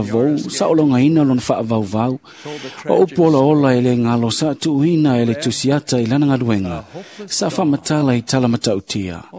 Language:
Samoan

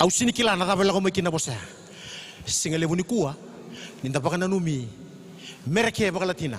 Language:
Fijian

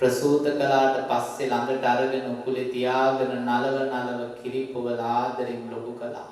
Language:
Sinhala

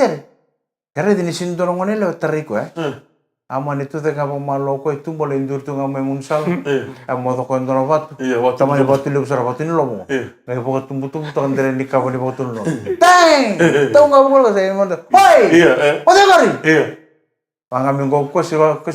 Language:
Fijian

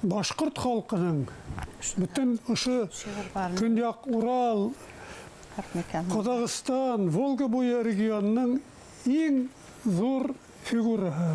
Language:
Bashkir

